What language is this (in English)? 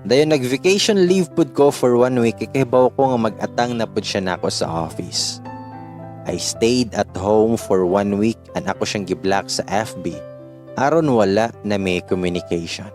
Cebuano